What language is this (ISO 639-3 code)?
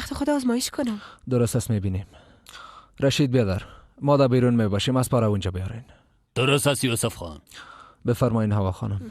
fas